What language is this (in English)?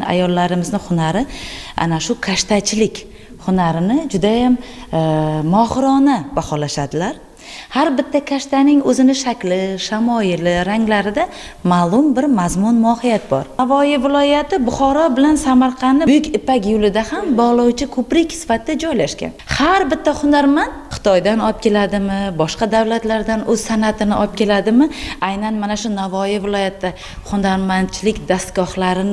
Uzbek